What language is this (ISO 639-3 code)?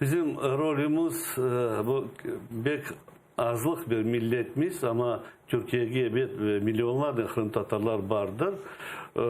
crh